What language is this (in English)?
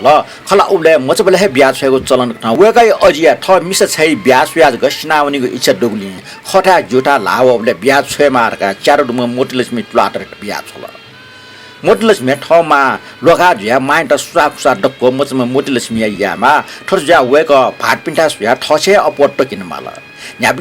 Newari